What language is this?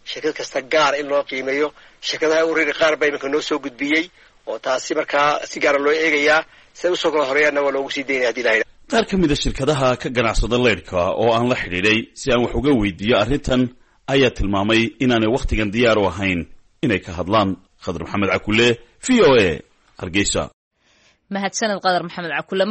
Somali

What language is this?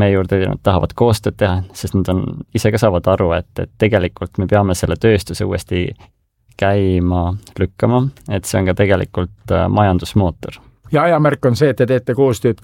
Estonian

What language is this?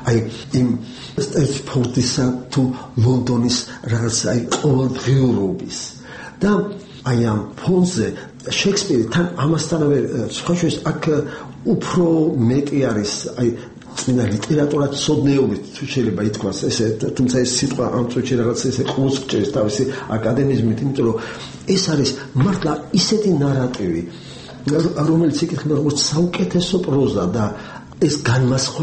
Georgian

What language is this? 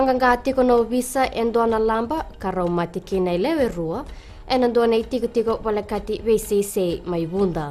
Fijian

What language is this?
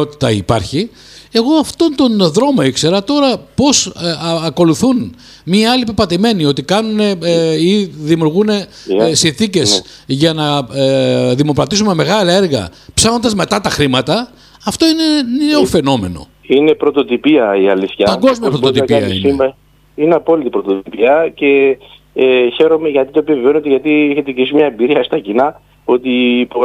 Greek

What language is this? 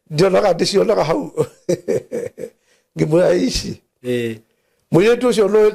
Kikuyu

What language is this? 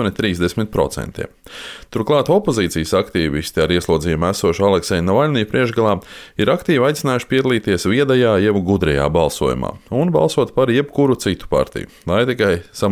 Latvian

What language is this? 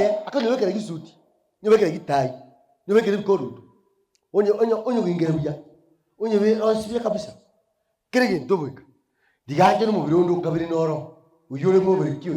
Gusii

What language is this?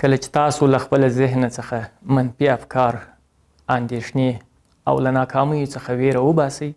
Pashto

